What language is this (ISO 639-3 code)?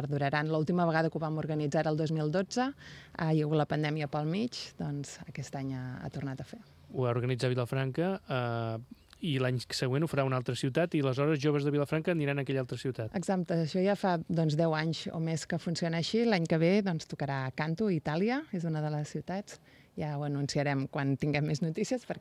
cat